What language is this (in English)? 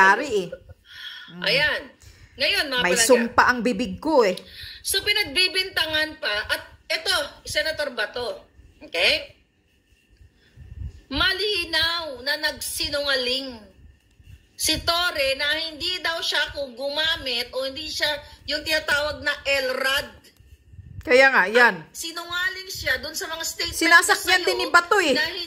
Filipino